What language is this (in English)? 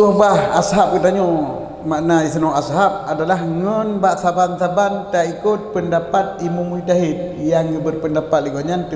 Achinese